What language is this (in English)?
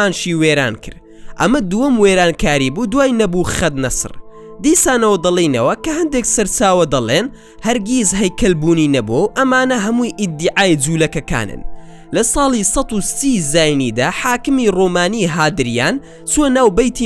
Central Kurdish